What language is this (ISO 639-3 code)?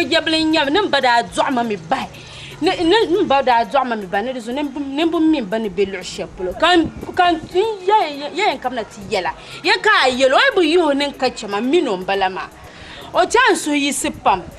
dag